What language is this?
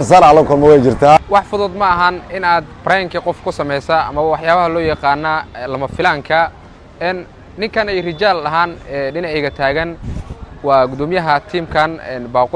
Somali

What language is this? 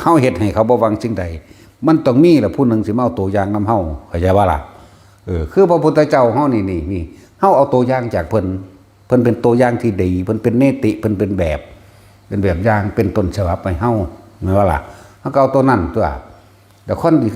Northeastern Thai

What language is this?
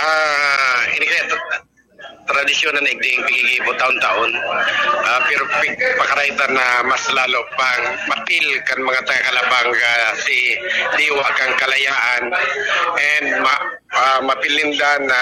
Bikol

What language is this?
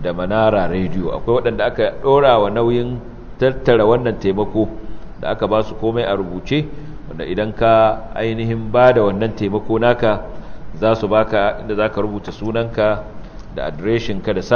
Hausa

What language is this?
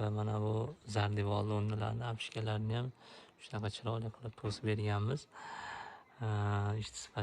Uzbek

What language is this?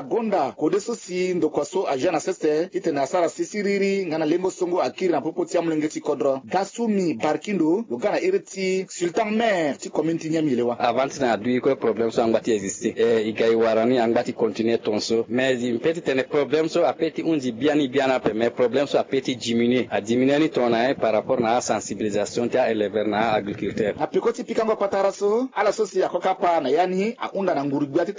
Sango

